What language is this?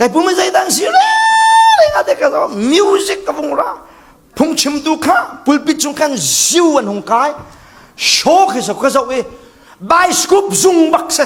Falam Chin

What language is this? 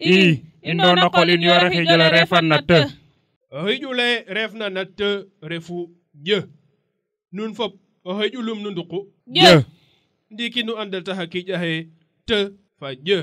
Serer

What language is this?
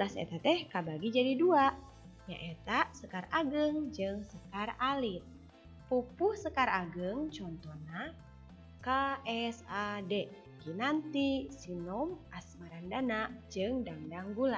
Sundanese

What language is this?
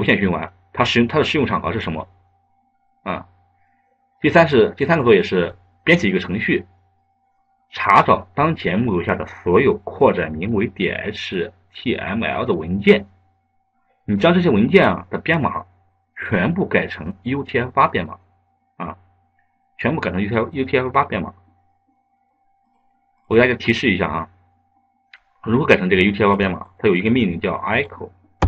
Chinese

